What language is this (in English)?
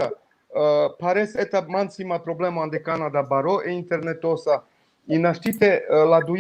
Balkan Romani